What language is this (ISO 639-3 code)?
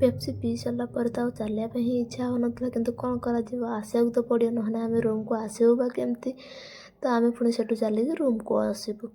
ori